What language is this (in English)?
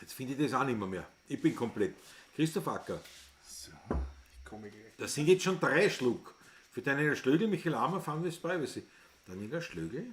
Bavarian